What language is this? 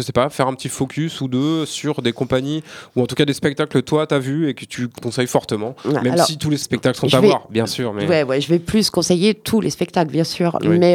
French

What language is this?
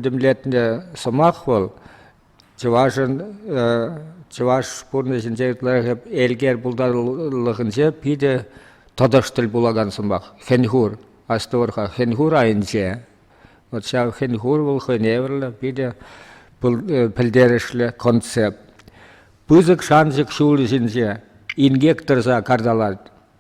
Chuvash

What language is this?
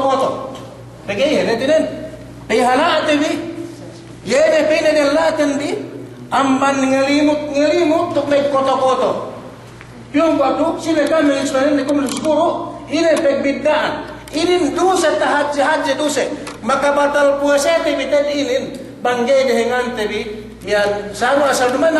Yakan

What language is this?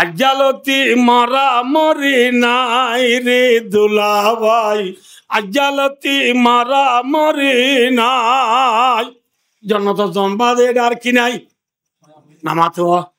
Rohingya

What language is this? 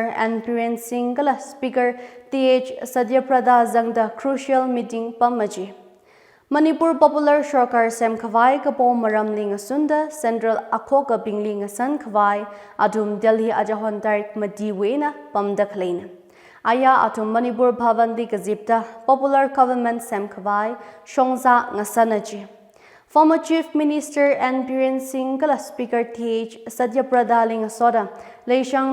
Tangkhul Naga (India)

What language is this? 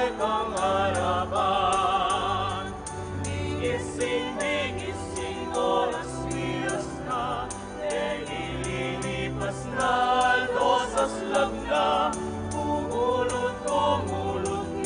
Pampanga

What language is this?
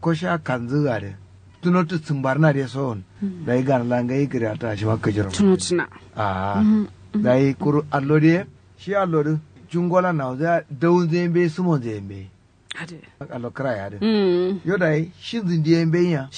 Kanuri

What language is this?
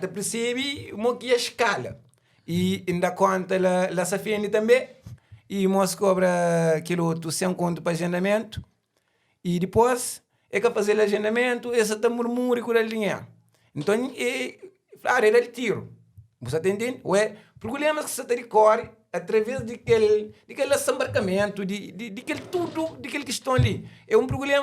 Kabuverdianu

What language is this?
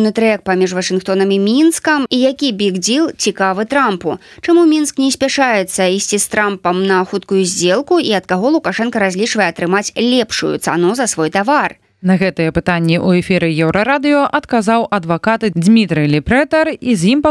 Belarusian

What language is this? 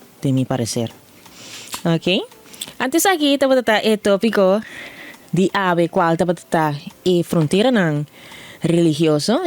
Papiamento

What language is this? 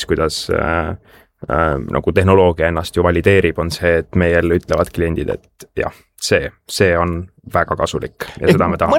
Estonian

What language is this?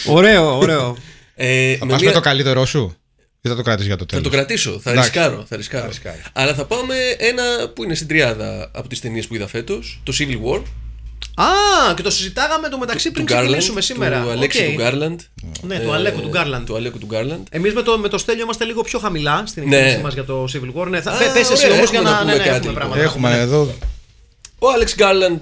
Greek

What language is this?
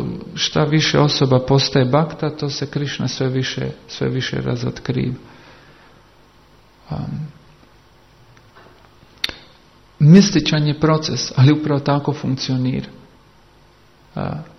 Croatian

